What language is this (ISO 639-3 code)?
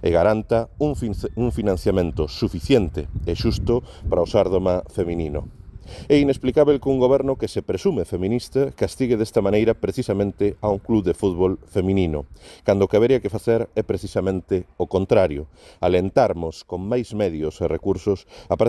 glg